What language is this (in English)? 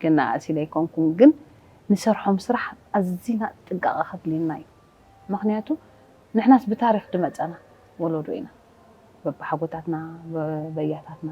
Tigrinya